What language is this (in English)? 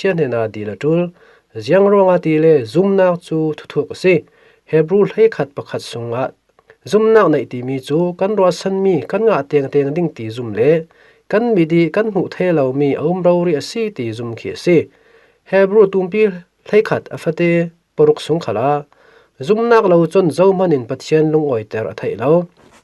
Falam Chin